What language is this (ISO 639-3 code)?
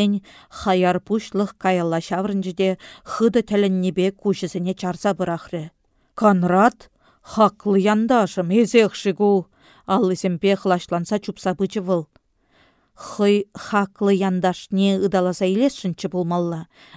chv